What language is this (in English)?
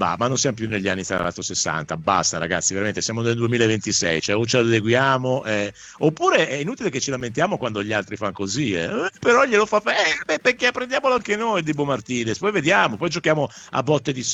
Italian